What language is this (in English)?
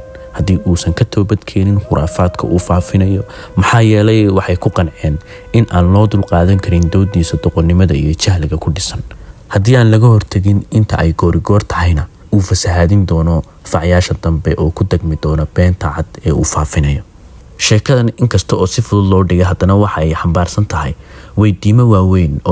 Somali